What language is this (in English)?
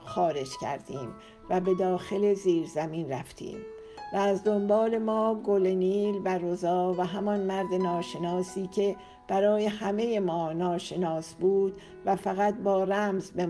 Persian